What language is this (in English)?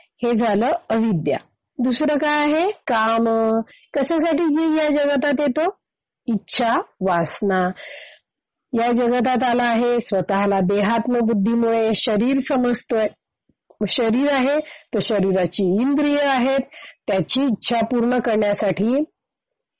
Marathi